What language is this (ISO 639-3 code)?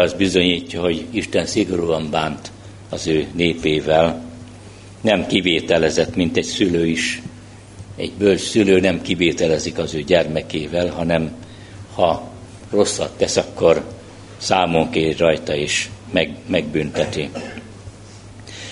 hun